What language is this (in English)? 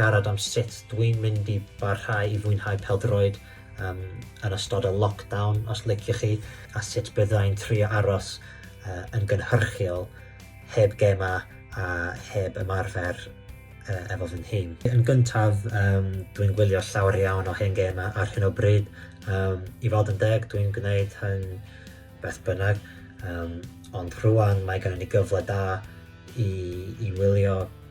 Welsh